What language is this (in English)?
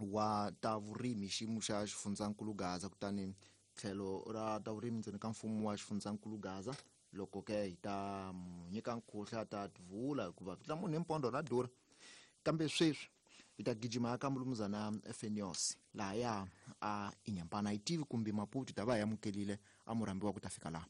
Tsonga